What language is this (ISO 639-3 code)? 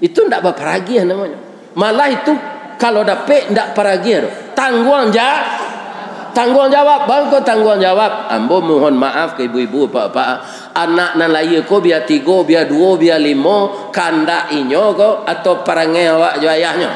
min